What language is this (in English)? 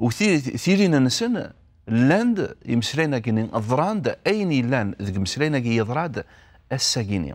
Kabyle